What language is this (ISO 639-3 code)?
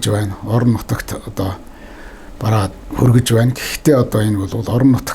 mon